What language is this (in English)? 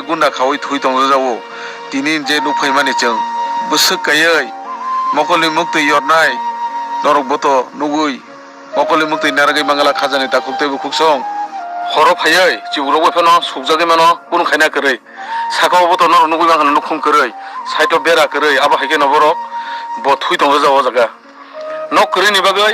Kok Borok